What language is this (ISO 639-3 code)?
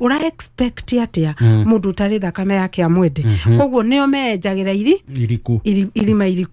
kik